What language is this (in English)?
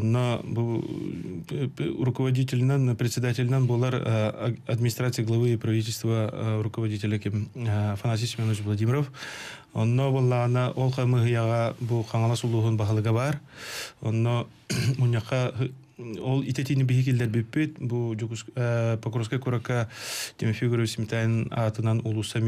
Yakut